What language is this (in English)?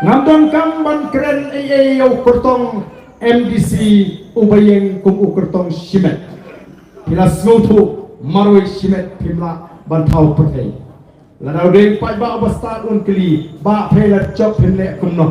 Khasi